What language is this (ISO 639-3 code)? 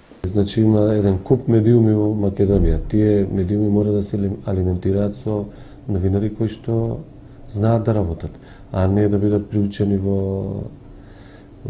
mkd